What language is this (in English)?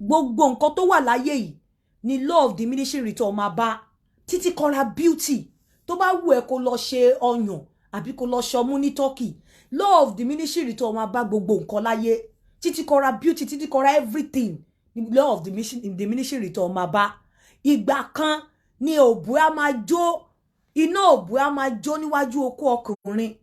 Yoruba